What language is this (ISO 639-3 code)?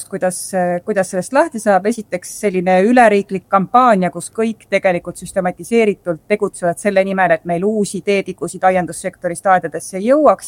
est